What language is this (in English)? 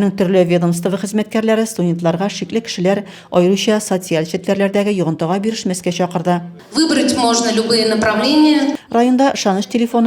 Tatar